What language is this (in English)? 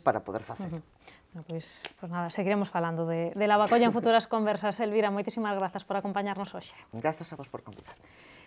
Galician